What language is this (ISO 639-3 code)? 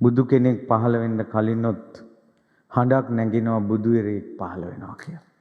sin